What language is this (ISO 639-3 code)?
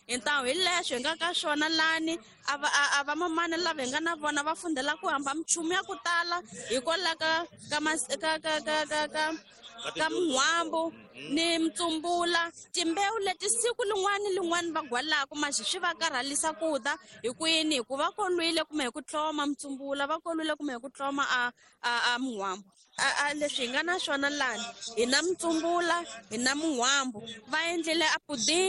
tso